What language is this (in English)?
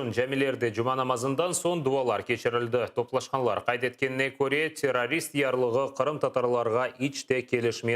Crimean Tatar